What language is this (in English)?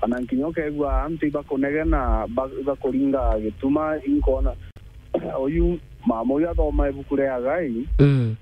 Meru